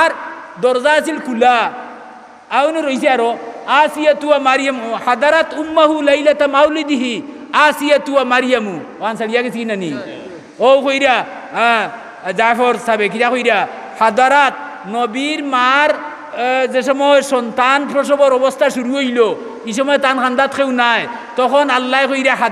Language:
Sylheti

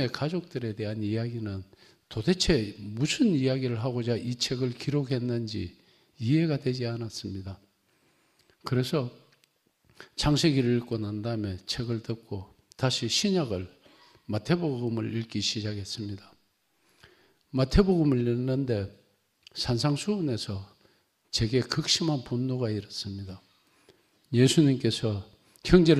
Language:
Korean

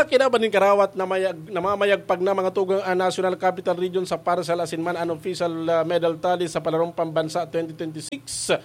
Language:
Bikol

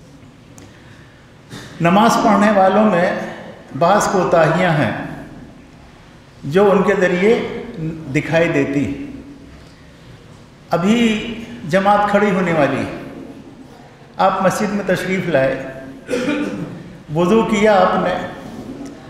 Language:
Urdu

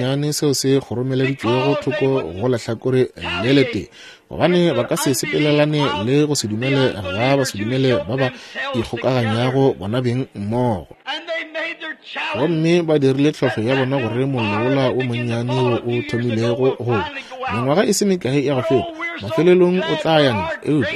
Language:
Northern Sotho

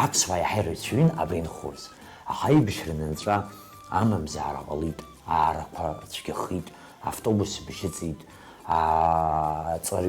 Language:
Abkhazian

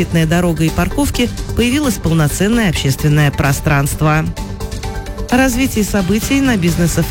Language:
Russian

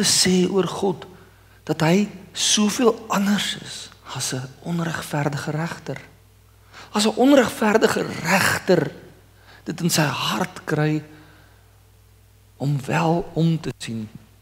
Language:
Afrikaans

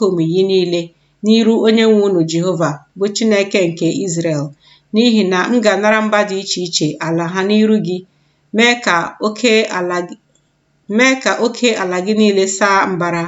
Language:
Igbo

